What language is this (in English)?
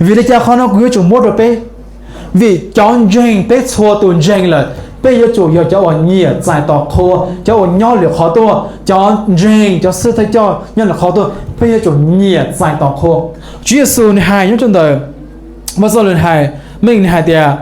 Hmong